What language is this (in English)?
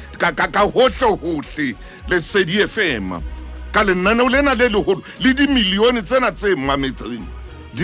Southern Sotho